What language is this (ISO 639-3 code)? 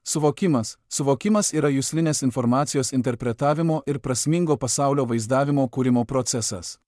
lit